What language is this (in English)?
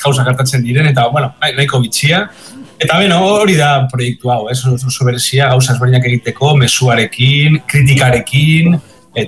Basque